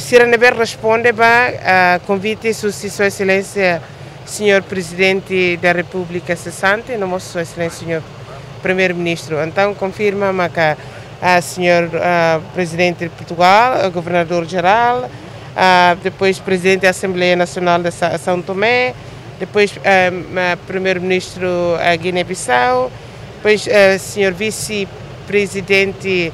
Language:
Tetum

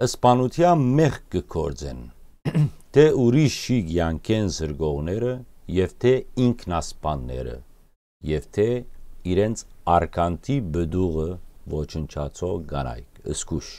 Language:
Western Armenian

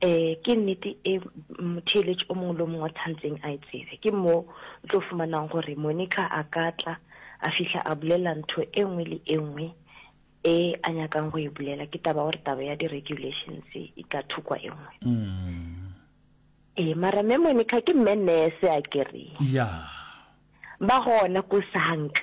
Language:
Northern Sotho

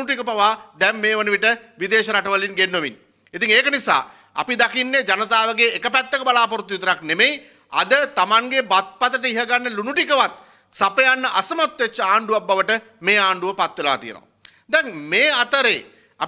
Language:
Sinhala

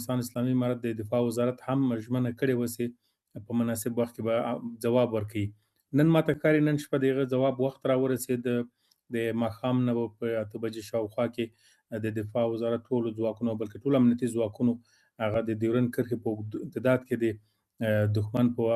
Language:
Pashto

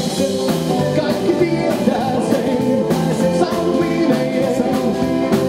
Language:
Finnish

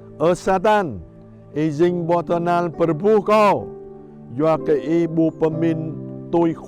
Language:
Jarai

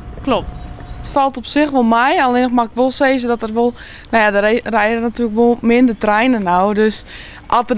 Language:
Western Frisian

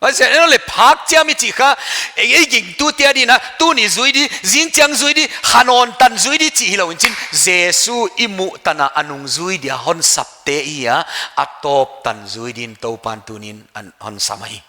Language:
Paite Chin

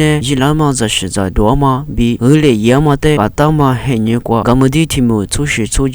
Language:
Lisu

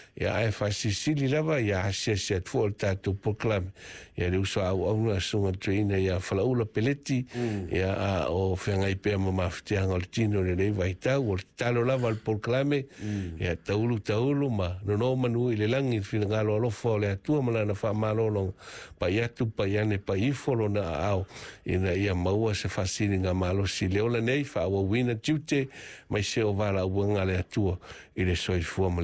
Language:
Samoan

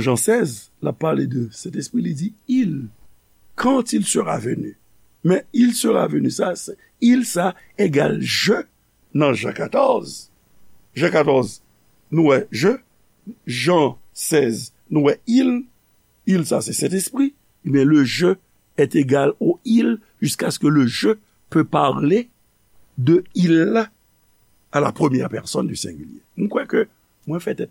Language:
Haitian Creole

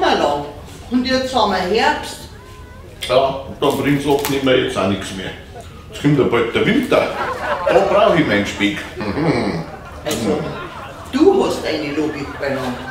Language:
Bavarian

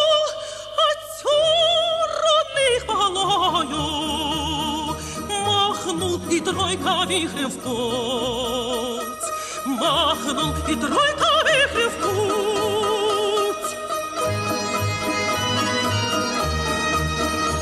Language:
Russian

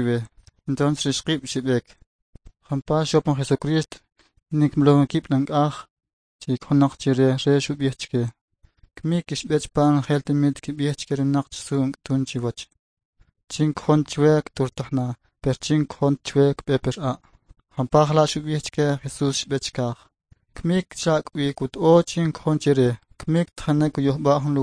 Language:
Kʼicheʼ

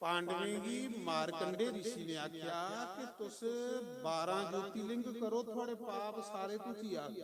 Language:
Dogri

